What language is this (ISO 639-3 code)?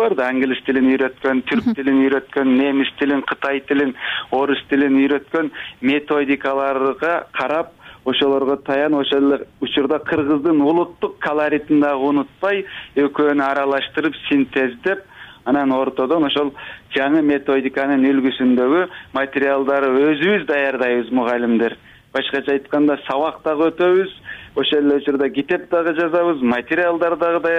kir